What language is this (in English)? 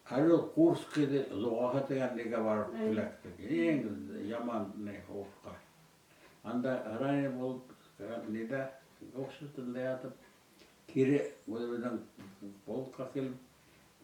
Bashkir